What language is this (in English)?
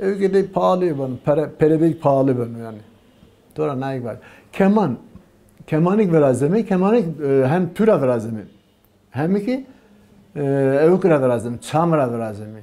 Zaza